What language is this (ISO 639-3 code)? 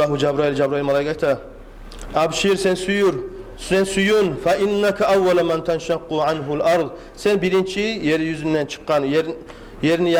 kum